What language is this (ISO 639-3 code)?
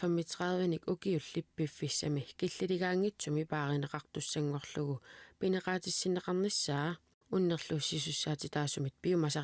kal